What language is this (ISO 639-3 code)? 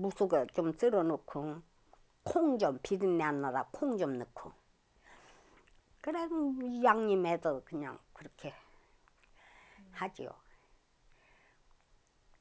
kor